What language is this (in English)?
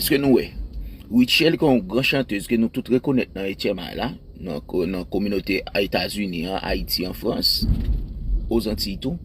Haitian Creole